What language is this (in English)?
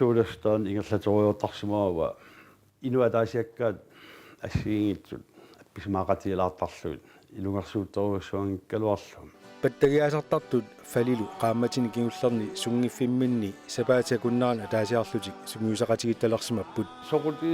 Kalaallisut